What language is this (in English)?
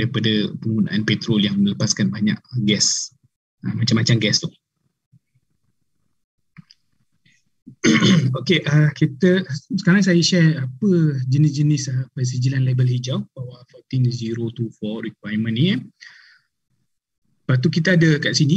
Malay